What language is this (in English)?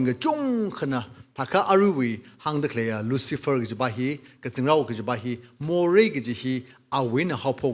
Tangkhul Naga (India)